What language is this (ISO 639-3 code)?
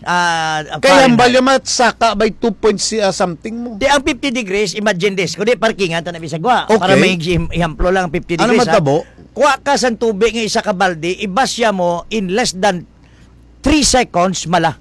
hil